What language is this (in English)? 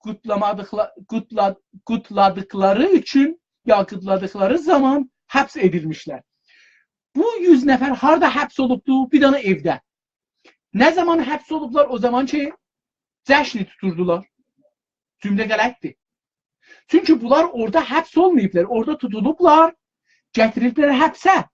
South Azerbaijani